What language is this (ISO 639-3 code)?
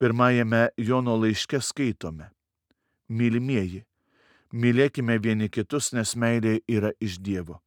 lit